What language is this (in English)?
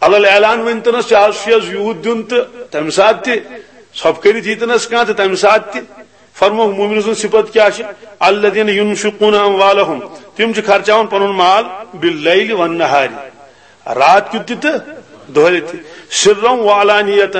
Kashmiri